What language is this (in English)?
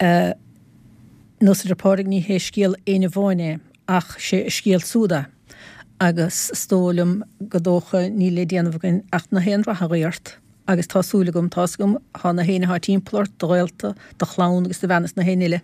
Irish